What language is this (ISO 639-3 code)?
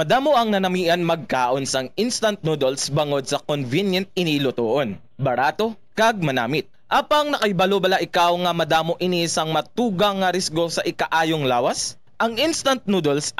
hil